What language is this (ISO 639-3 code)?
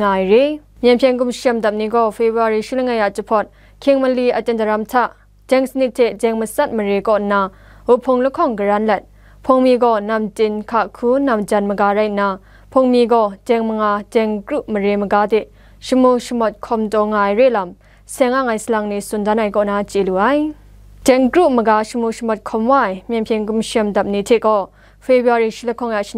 kac